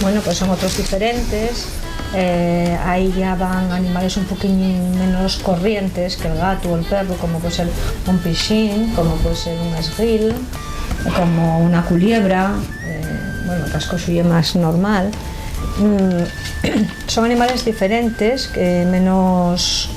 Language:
Asturian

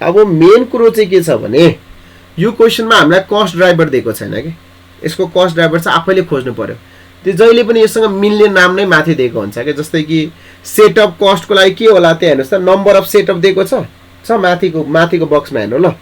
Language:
Nepali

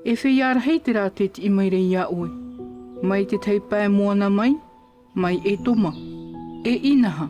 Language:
Tahitian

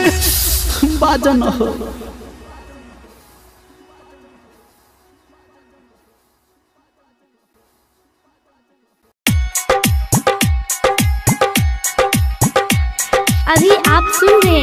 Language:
Maithili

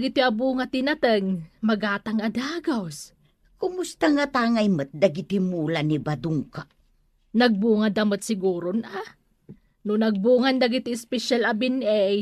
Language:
Iloko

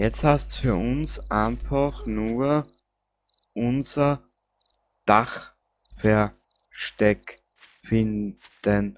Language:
Bavarian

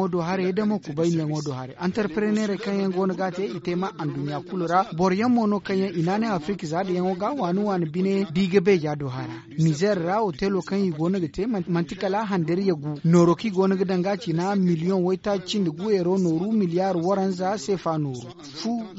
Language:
Zarma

